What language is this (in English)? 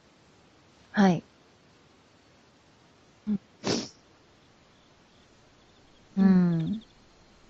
Japanese